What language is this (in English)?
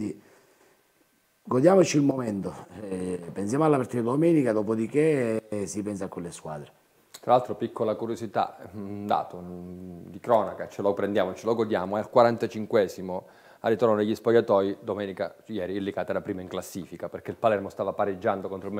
Italian